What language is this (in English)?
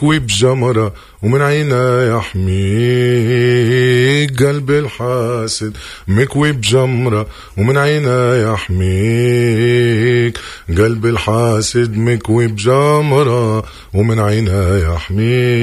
Tunisian Arabic